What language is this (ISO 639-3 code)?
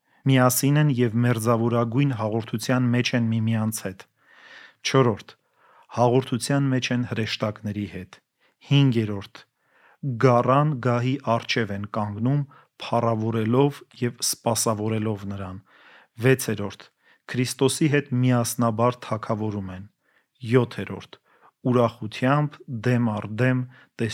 hye